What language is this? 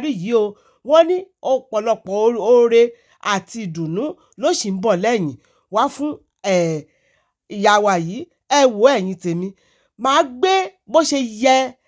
Yoruba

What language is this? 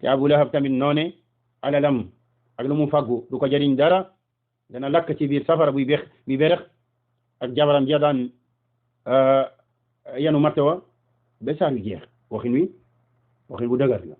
Wolof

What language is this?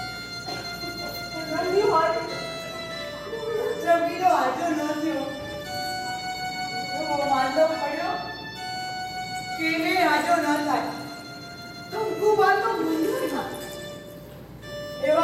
Gujarati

